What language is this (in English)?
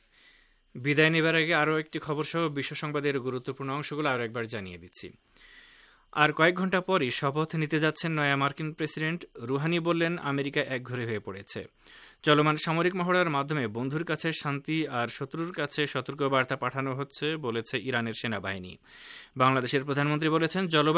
Bangla